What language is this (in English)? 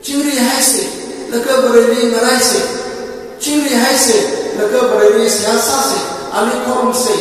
Tangkhul Naga (India)